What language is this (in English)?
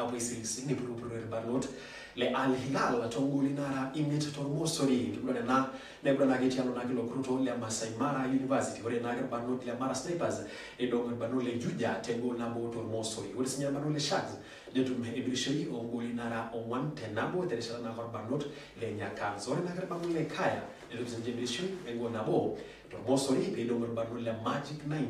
Masai